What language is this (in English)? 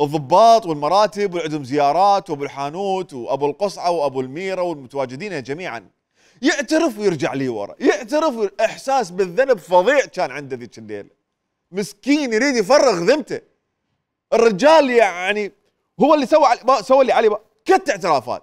Mesopotamian Arabic